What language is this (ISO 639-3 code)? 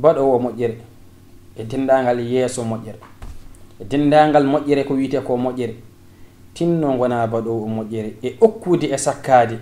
ful